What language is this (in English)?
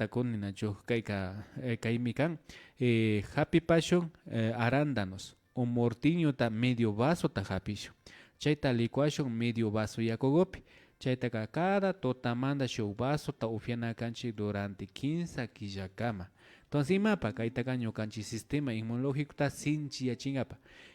Imbabura Highland Quichua